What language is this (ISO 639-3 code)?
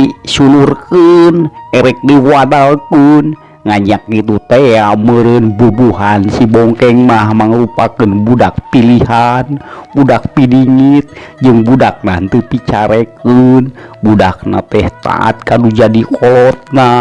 sun